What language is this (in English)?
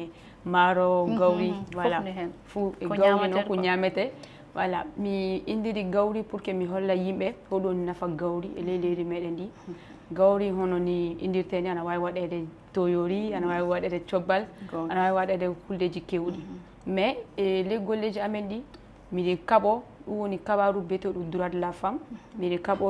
Fula